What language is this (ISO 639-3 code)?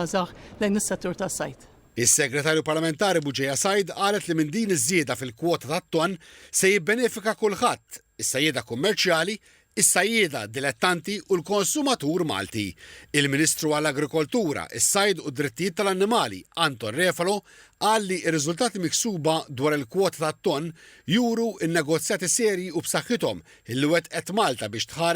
mlt